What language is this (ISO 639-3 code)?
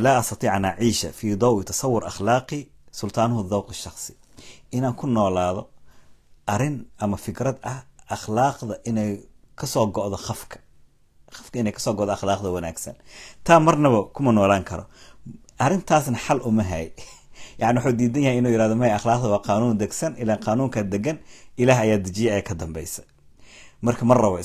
som